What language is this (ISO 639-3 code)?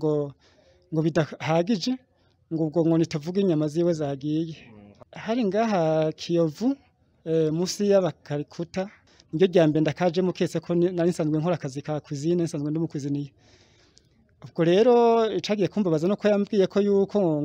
kin